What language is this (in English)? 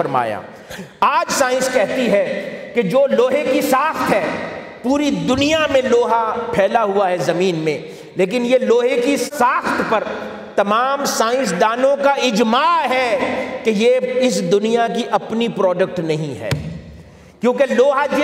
Urdu